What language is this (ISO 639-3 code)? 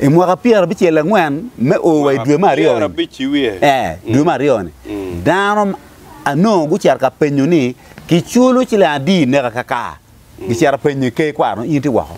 ach